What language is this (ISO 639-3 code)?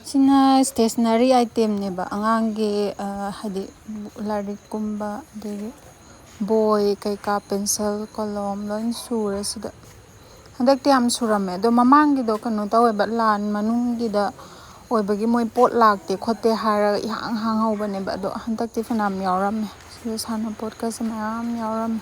mni